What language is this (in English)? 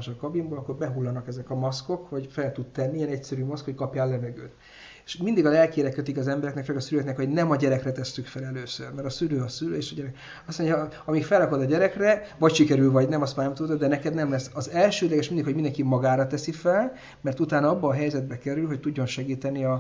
Hungarian